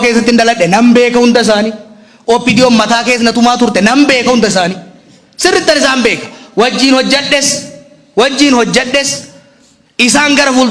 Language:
Oromo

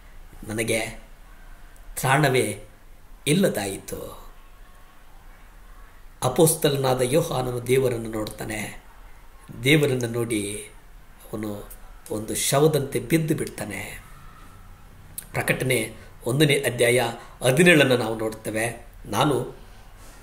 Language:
Kannada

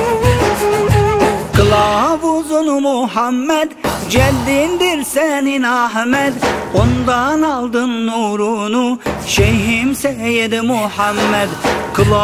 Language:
Turkish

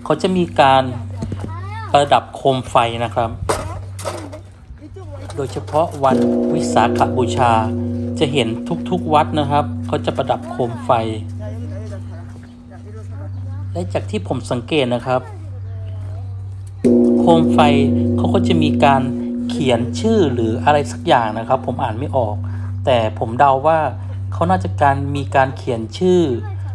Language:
Thai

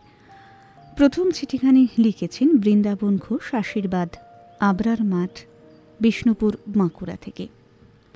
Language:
Bangla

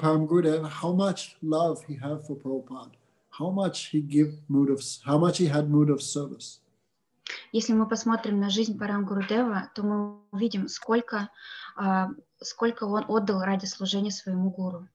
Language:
Russian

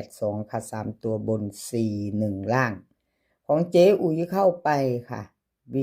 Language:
Northeastern Thai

